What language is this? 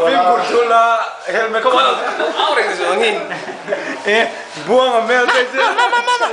Mizo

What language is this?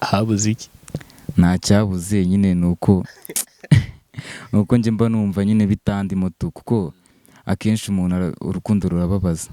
Kinyarwanda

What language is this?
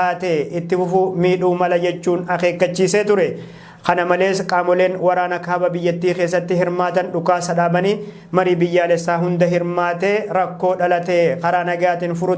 Oromo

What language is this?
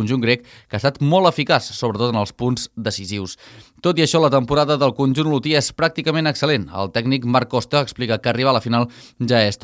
Catalan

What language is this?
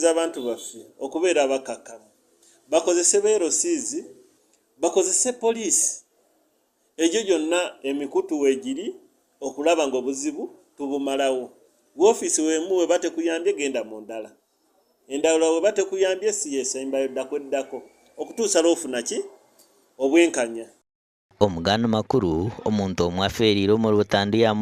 Nyankole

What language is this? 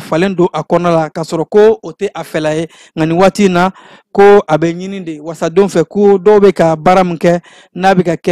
Bambara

